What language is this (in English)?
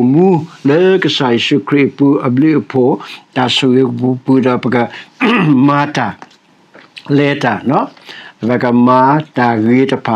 S'gaw Karen